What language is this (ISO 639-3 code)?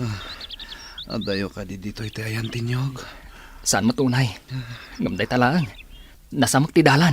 ilo